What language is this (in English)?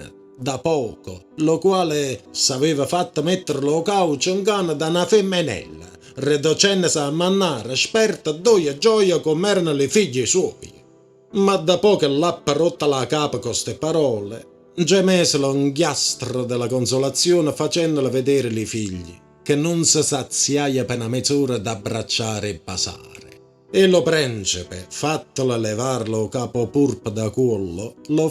Neapolitan